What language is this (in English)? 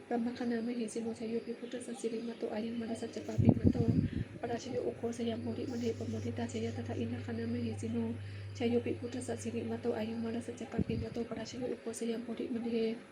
Pali